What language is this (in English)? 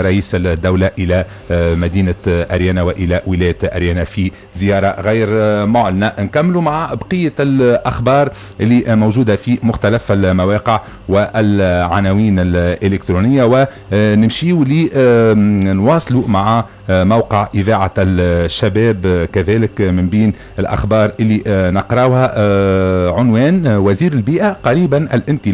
Tunisian Arabic